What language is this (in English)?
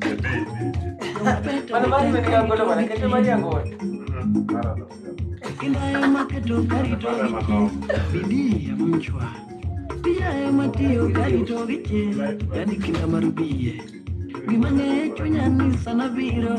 Luo (Kenya and Tanzania)